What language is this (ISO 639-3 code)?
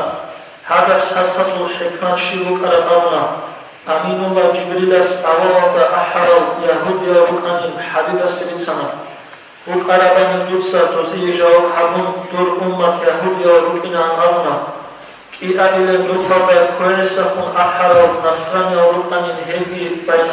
ava